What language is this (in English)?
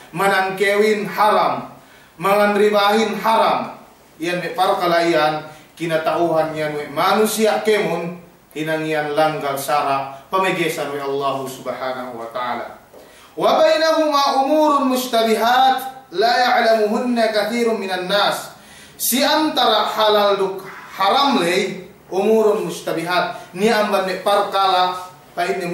Yakan